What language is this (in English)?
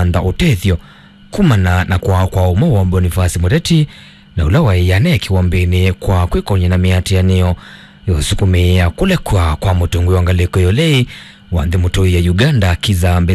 Kamba